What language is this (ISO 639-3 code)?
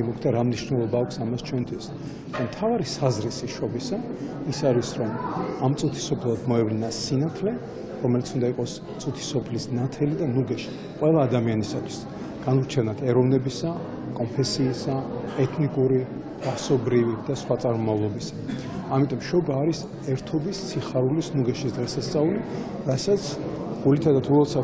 kat